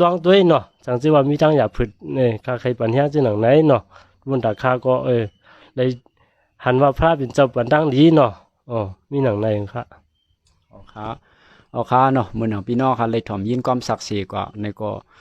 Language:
Shan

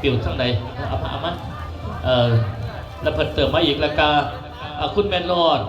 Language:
Northeastern Thai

